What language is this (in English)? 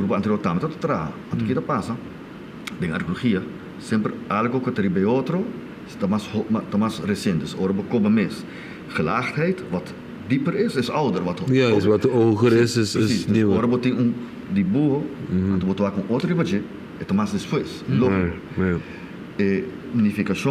Papiamento